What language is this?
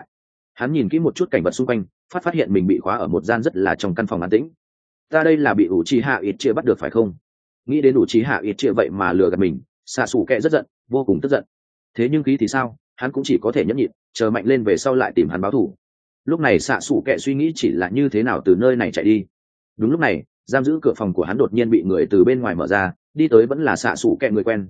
Vietnamese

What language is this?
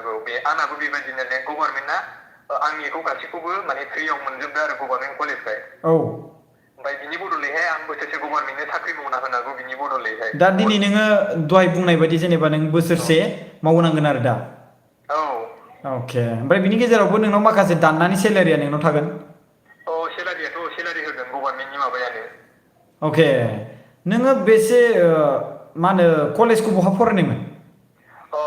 Bodo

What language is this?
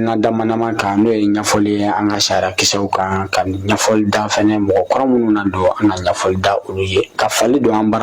Bambara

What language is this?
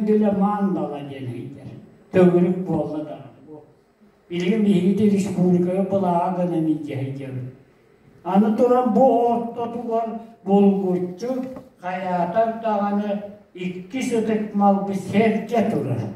Yakut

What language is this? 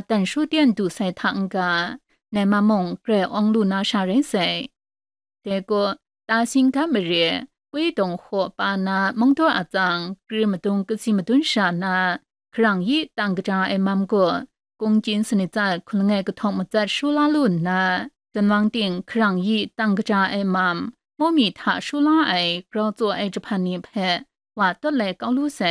Kachin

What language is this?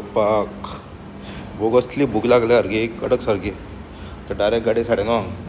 Konkani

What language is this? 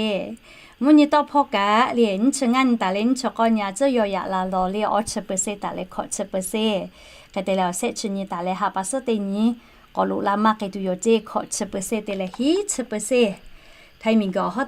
Lahu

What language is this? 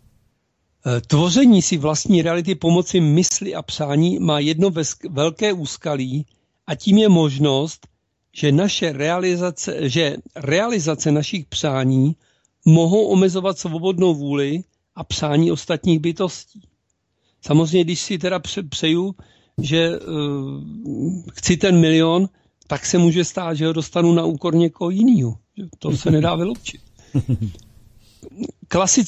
Czech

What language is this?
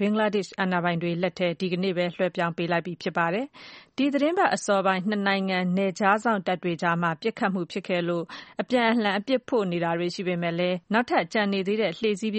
Burmese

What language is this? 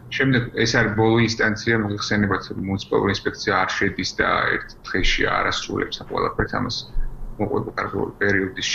Georgian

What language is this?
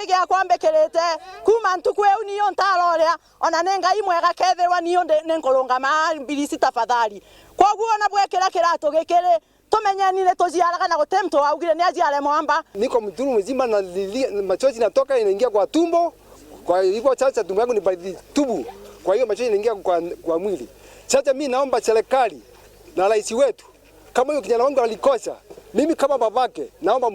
Meru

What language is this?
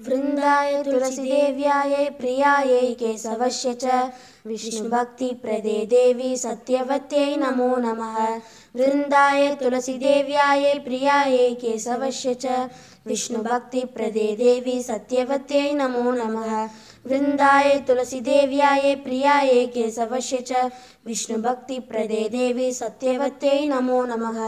Sanskrit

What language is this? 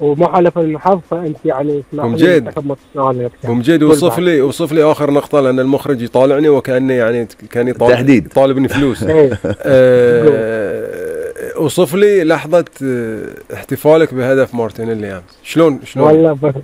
Gulf Arabic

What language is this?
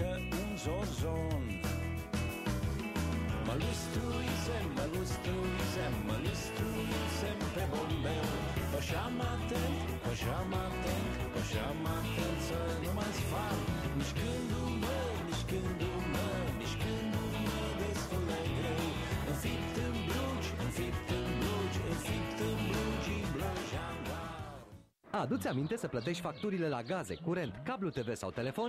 Romanian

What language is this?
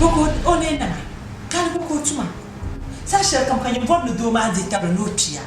Dagbani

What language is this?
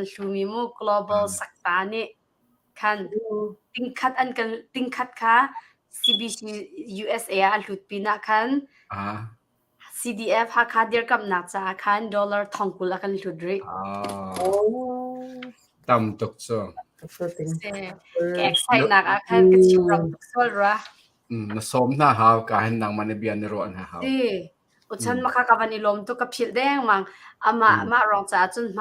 Hakha Chin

